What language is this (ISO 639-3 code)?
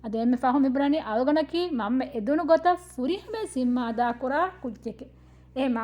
div